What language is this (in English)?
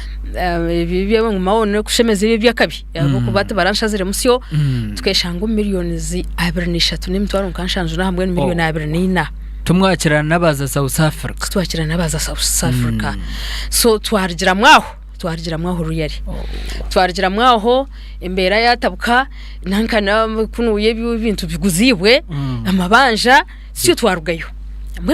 Nyankole